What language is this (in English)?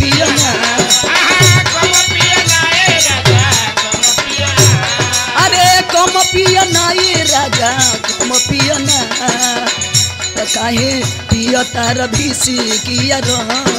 Bhojpuri